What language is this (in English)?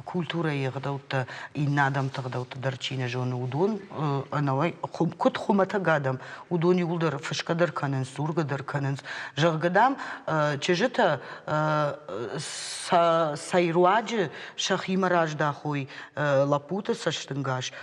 Ossetic